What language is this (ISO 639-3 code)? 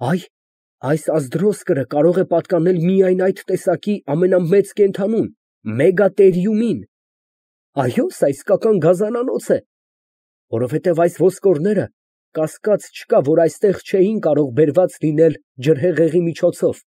hye